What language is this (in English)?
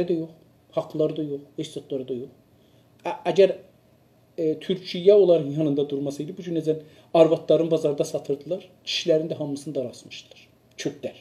South Azerbaijani